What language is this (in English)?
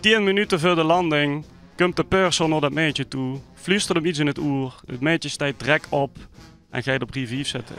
Limburgish